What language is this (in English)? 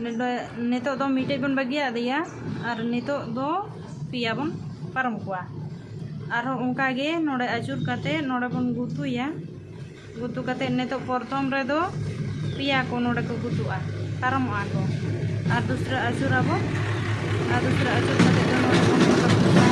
Santali